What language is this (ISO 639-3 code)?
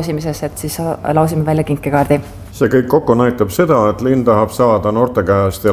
est